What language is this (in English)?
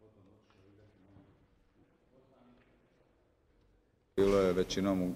Croatian